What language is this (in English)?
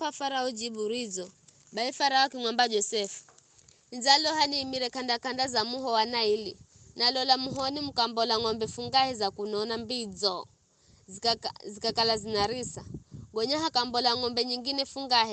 Giryama